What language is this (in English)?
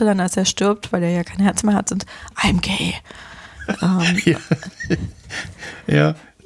German